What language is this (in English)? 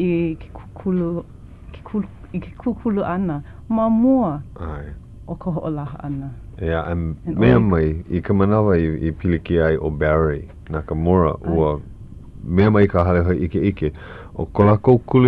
Hawaiian